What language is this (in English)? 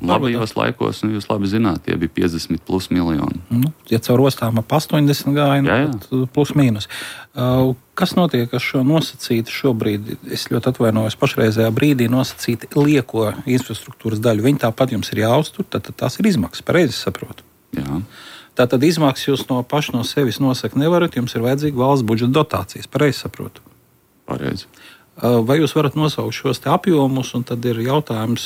Latvian